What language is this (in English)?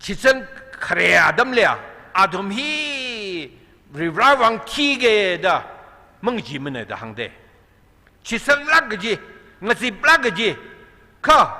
Tangkhul Naga (India)